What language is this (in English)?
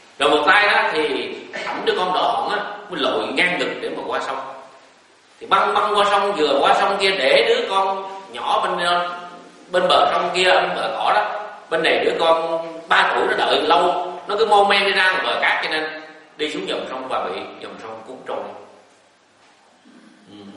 Vietnamese